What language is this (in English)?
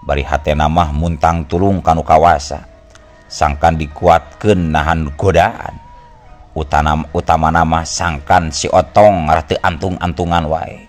Sundanese